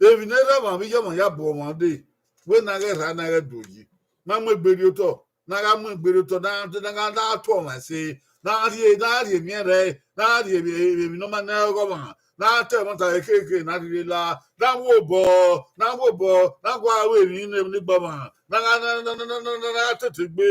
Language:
Bini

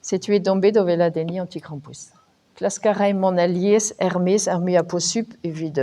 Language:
Breton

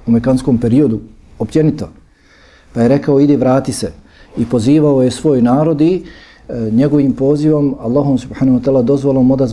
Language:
Bosnian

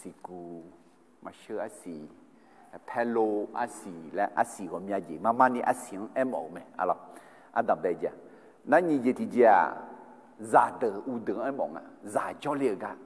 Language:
Akha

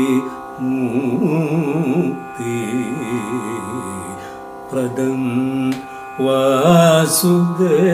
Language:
Malayalam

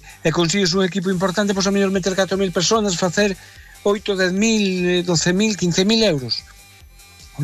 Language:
Galician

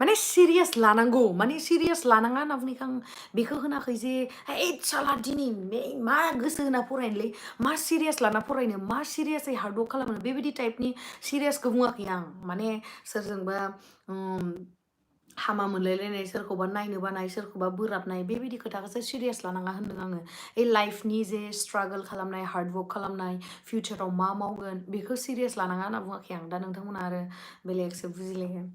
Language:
Bodo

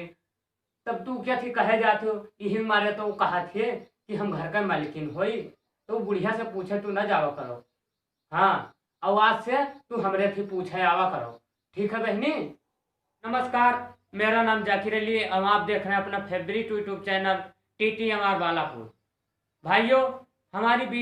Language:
Awadhi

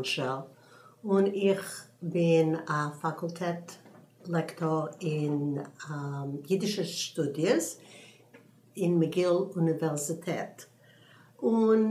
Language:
Yiddish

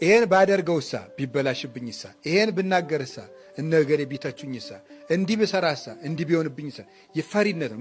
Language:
Amharic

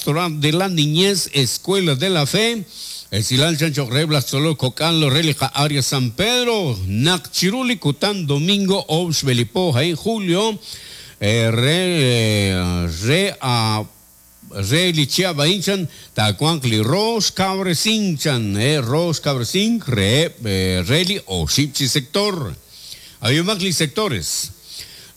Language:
Kekchí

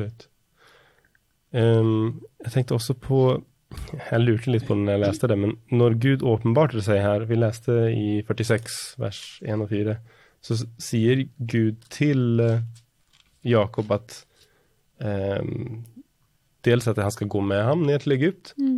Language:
Norwegian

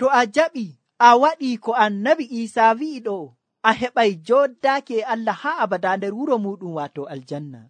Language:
Nigerian Fulfulde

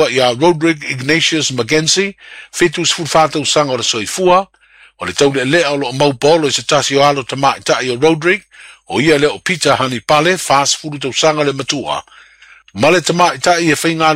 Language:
Samoan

